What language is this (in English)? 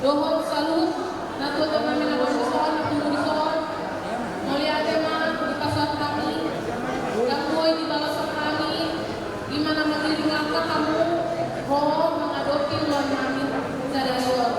Batak Toba